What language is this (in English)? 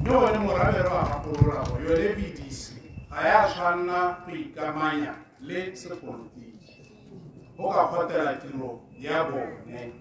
Tswana